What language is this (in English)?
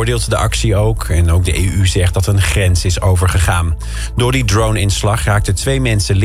Dutch